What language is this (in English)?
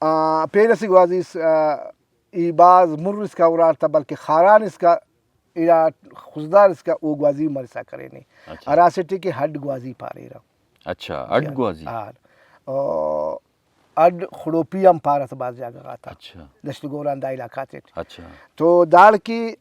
Brahui